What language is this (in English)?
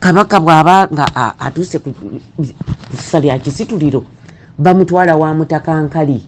Ganda